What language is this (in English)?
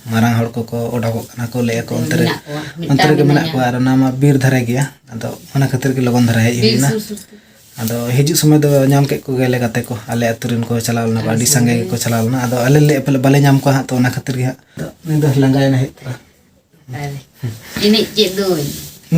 Santali